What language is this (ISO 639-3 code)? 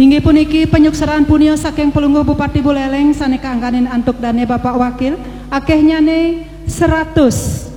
ban